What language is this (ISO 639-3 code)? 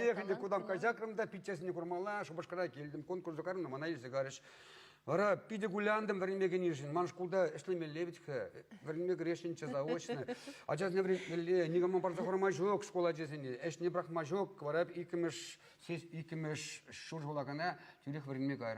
chv